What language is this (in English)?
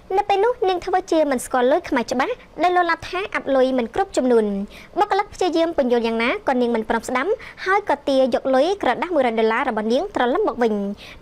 Khmer